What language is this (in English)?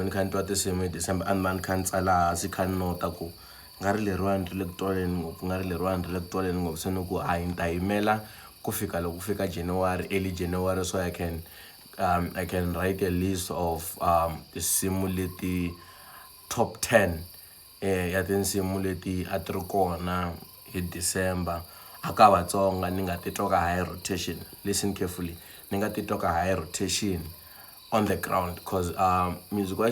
Tsonga